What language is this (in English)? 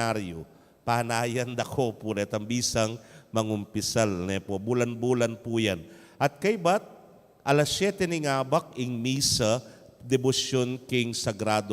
Pampanga